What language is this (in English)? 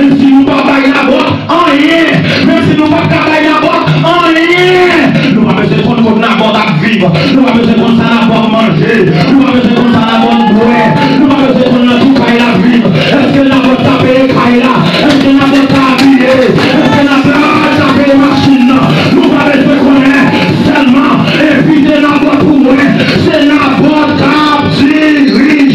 Haitian Creole